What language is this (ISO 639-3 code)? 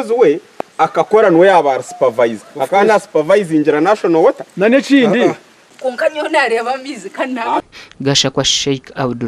nyn